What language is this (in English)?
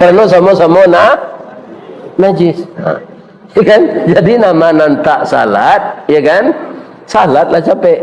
Minangkabau